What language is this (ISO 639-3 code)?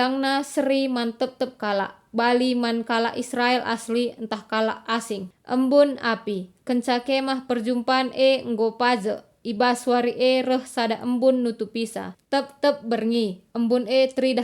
btx